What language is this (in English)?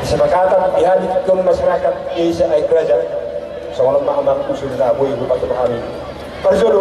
Batak Toba